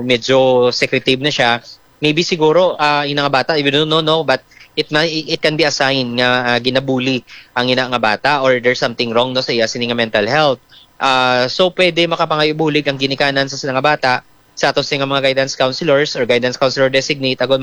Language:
Hiligaynon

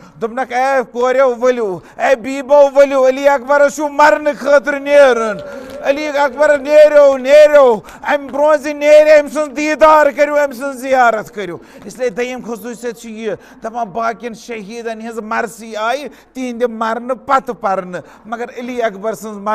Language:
Kashmiri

